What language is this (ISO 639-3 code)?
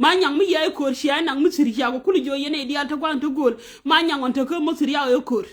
nus